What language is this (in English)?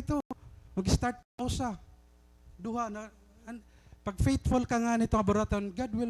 Waray